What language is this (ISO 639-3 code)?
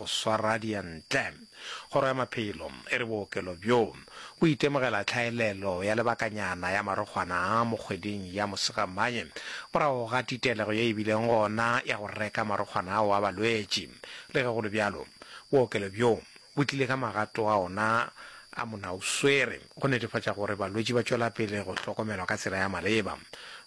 nso